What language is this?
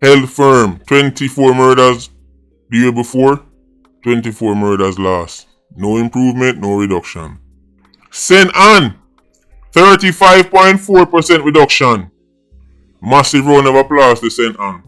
Jamaican Creole English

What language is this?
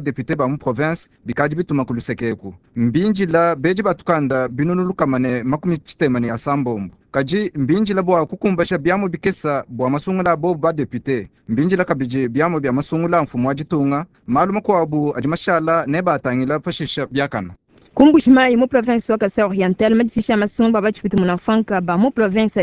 Luba-Lulua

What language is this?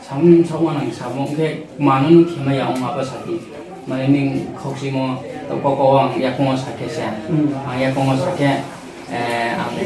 Riang (India)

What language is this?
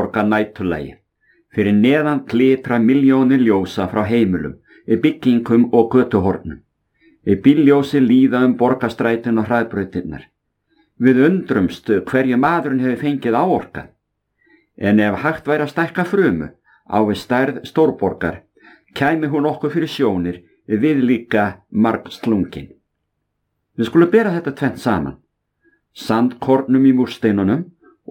Icelandic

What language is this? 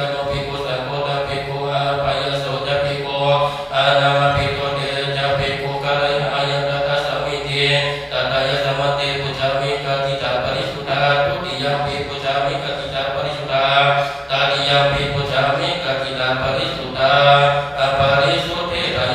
Pali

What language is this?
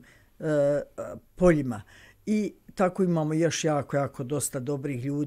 Bosnian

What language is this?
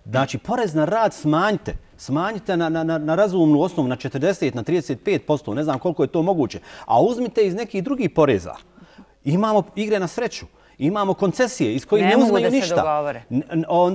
Bosnian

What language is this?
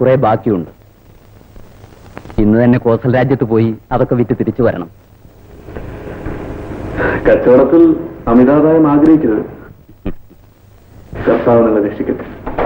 Malayalam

